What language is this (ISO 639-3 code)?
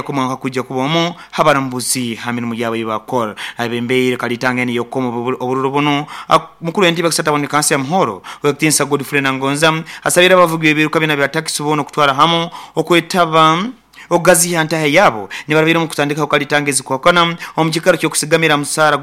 nyo